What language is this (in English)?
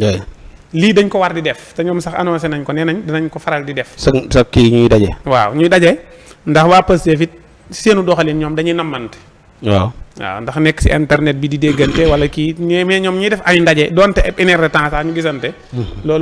Wolof